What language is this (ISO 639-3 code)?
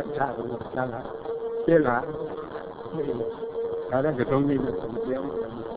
mya